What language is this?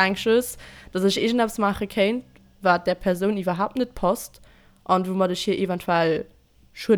Luxembourgish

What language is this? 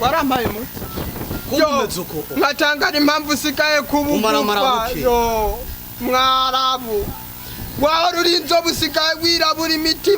Rundi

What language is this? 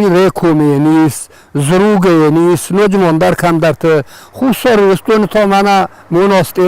Ossetic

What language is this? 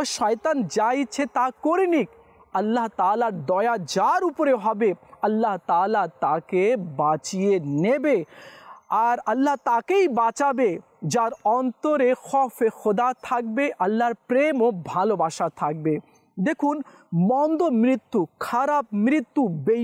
Bangla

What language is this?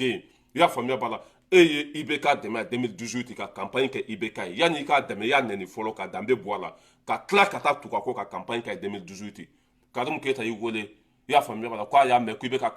Bambara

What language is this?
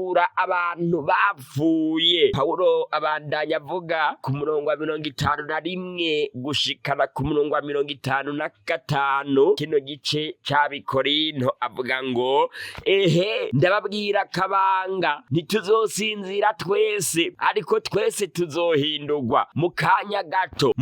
Rundi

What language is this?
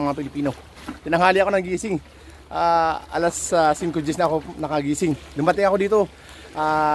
Filipino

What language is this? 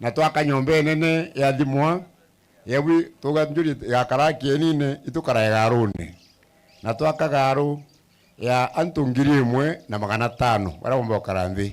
Meru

